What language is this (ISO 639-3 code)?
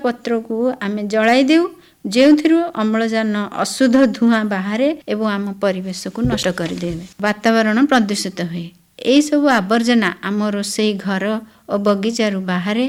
ori